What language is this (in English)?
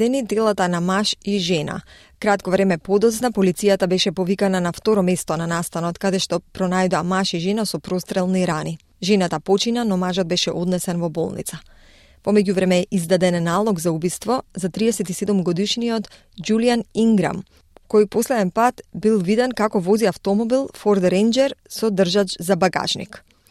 Macedonian